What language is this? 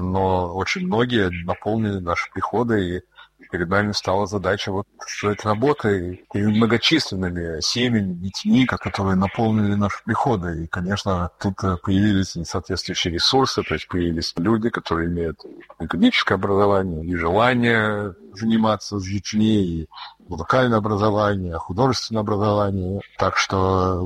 Russian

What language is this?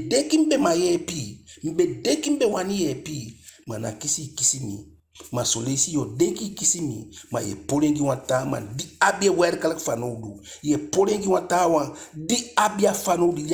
Eastern Maroon Creole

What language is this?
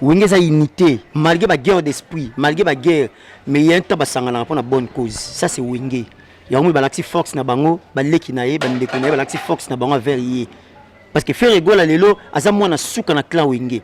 Lingala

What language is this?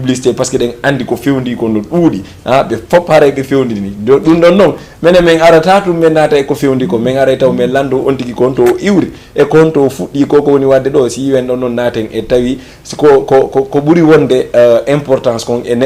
Fula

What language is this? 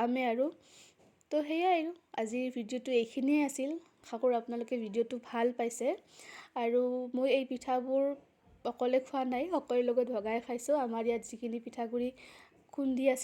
Assamese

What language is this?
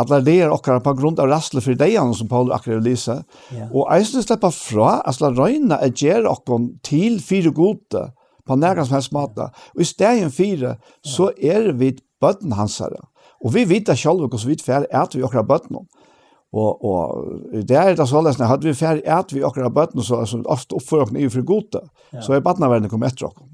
Faroese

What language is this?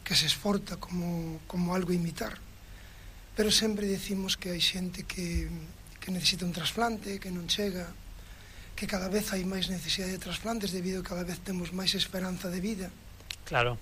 Galician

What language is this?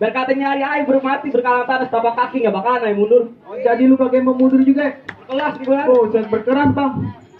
Betawi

